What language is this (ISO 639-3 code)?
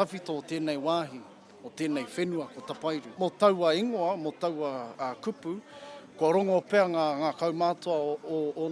mri